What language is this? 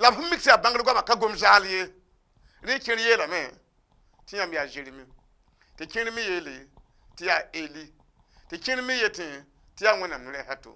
Mossi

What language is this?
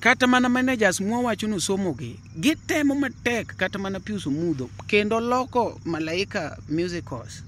Luo (Kenya and Tanzania)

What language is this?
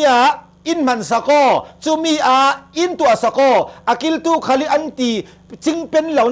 Hakha Chin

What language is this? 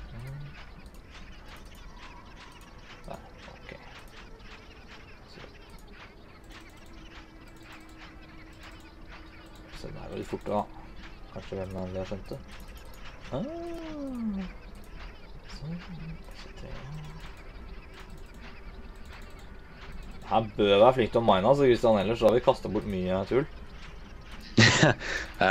Norwegian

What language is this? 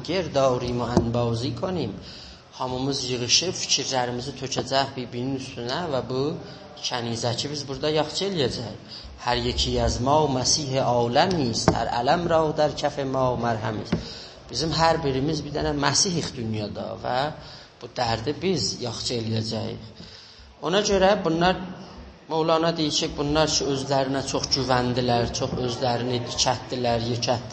South Azerbaijani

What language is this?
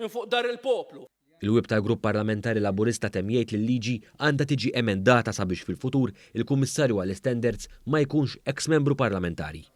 Maltese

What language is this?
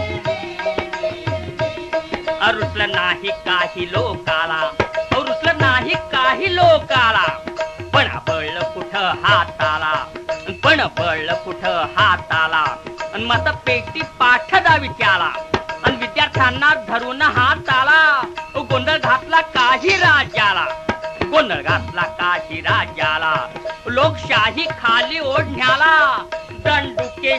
Marathi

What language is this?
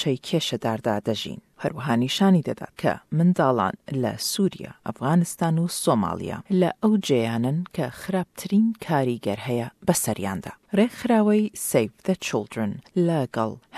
Central Kurdish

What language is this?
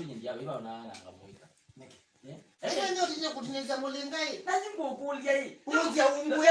Kamba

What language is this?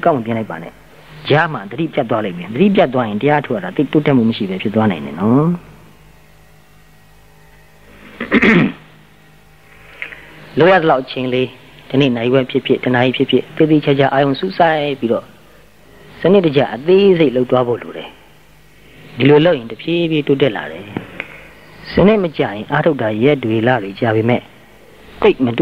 Burmese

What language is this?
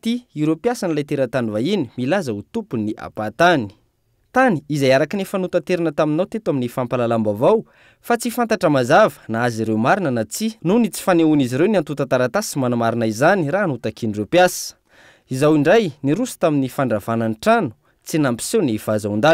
Malagasy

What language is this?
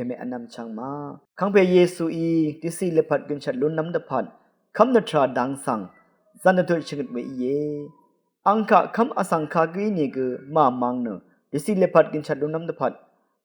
Rawang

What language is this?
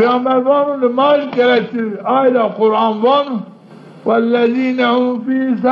Zaza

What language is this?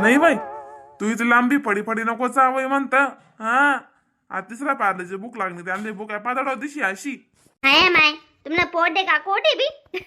Khandesi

